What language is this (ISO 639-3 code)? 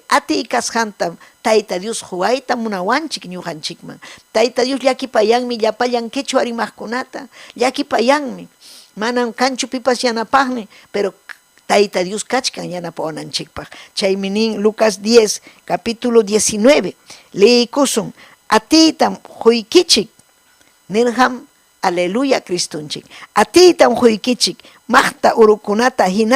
quy